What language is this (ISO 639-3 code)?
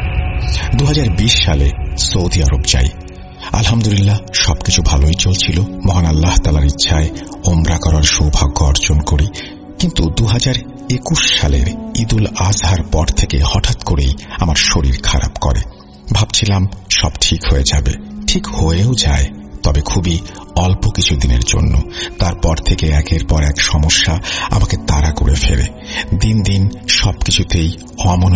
ben